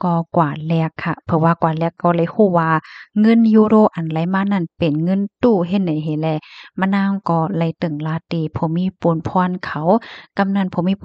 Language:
Shan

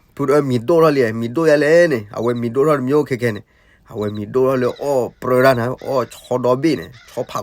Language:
S'gaw Karen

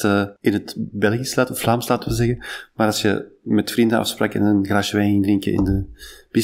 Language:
Dutch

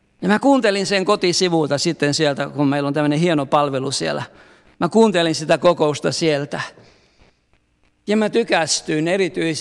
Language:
Finnish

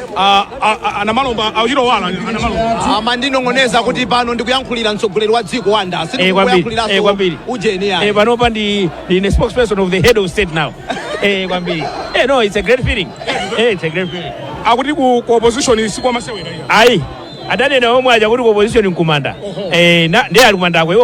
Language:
Nyanja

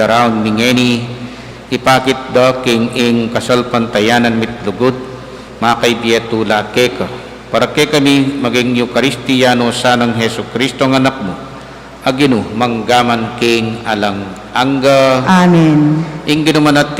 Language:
Pampanga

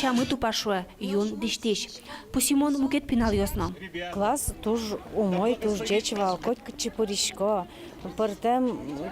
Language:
Udmurt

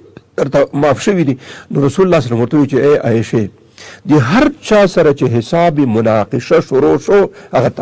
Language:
Pashto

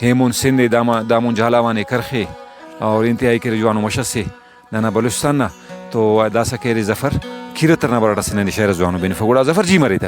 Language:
Brahui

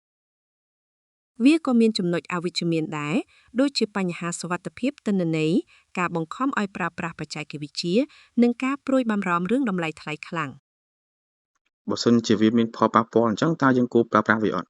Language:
Khmer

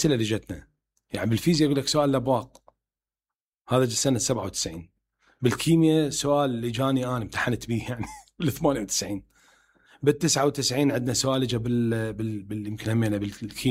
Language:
Mesopotamian Arabic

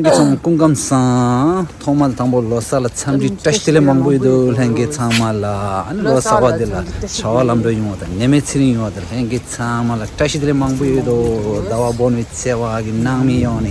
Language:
Tibetan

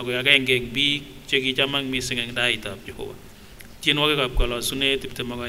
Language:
Kipsigis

